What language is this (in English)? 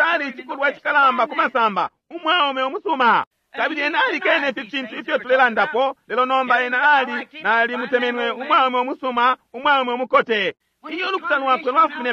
Bemba